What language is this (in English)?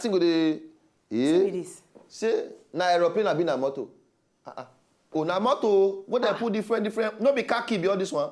Nigerian Pidgin